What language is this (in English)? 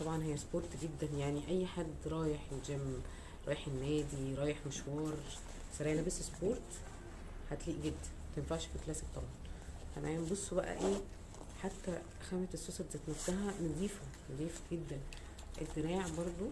Egyptian Arabic